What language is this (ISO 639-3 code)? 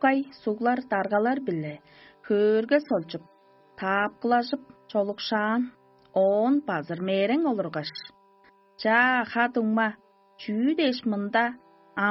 tyv